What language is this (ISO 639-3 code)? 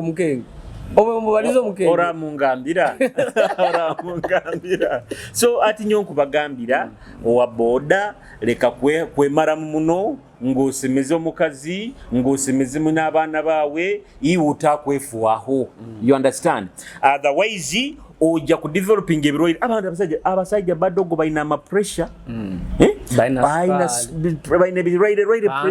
nyo